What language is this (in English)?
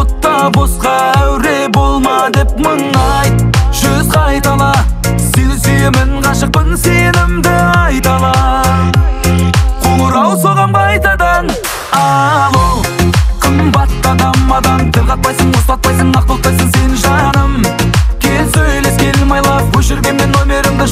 Kazakh